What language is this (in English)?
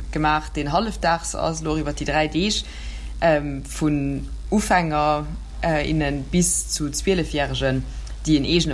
Luxembourgish